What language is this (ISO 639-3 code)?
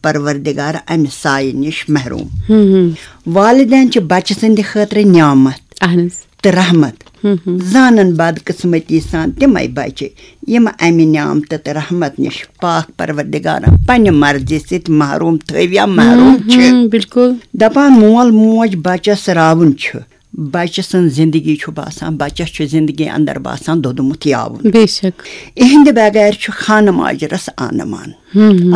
kas